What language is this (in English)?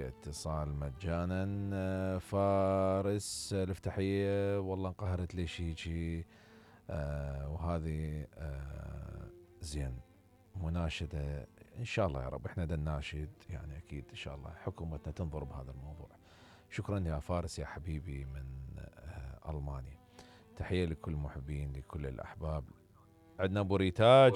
Mesopotamian Arabic